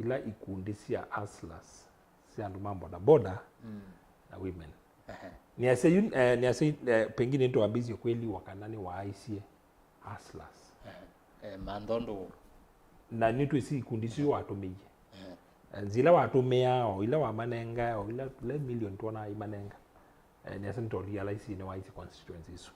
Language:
Kamba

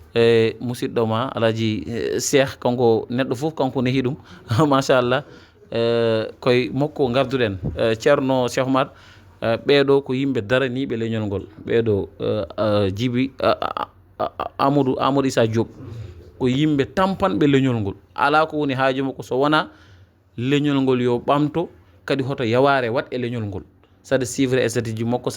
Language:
Fula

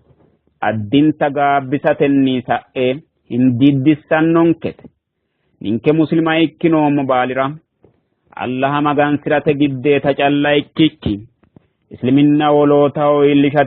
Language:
Sidamo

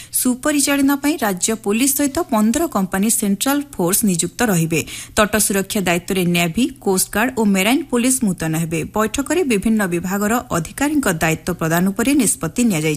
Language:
Odia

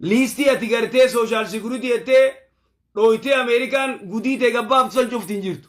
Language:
Oromo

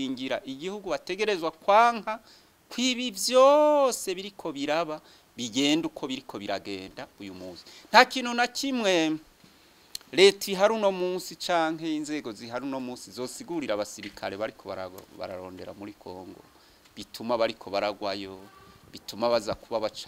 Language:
Rundi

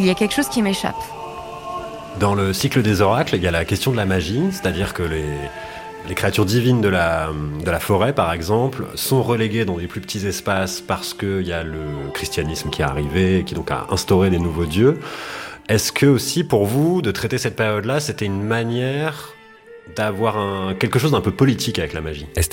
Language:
French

